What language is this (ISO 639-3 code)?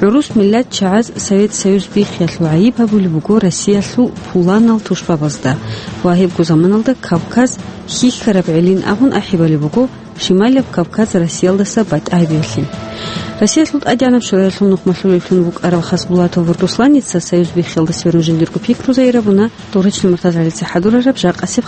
ava